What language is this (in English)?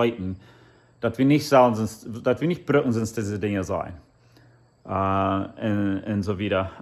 Plautdietsch